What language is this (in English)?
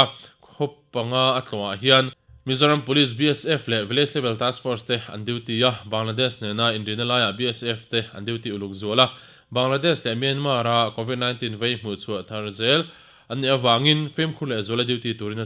Mizo